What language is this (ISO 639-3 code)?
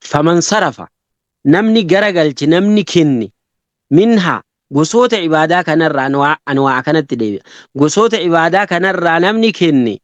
orm